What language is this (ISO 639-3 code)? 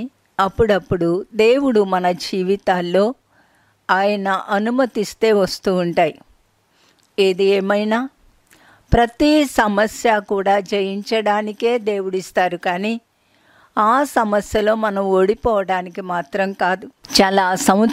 tel